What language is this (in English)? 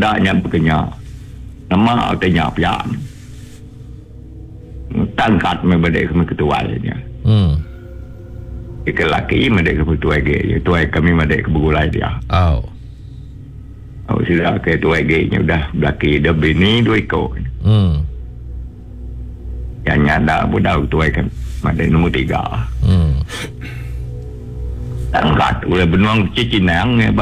Iban